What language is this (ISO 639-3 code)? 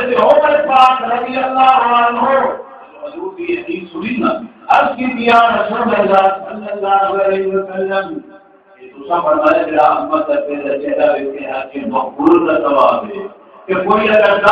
skr